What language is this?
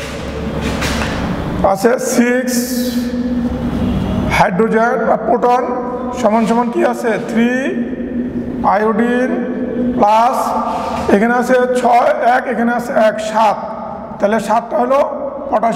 Bangla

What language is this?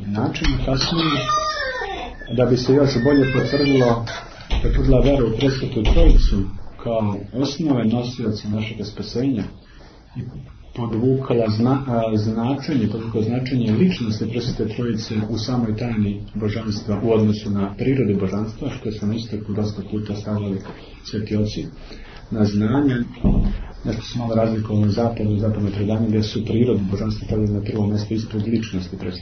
Serbian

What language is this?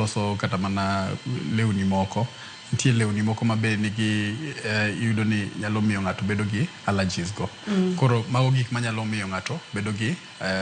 Luo (Kenya and Tanzania)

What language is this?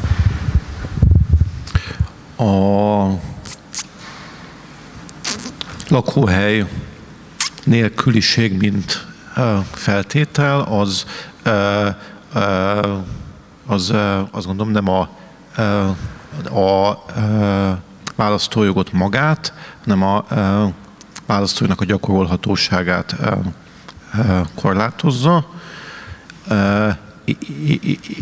Hungarian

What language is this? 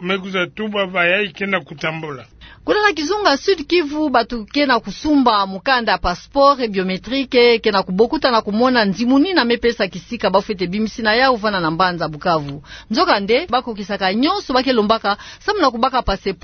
Kituba (Democratic Republic of Congo)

